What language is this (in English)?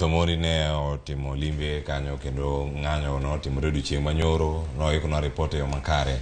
Luo (Kenya and Tanzania)